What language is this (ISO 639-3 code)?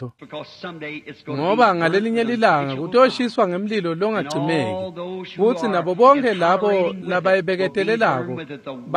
ssw